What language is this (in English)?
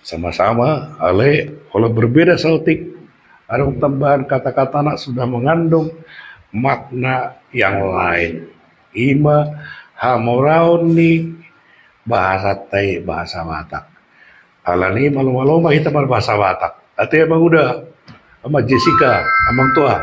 Batak Toba